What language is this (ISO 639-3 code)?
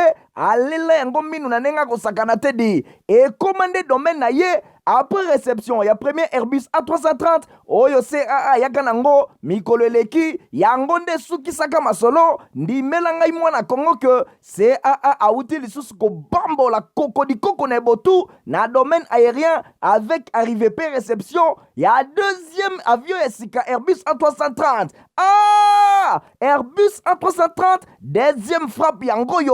lin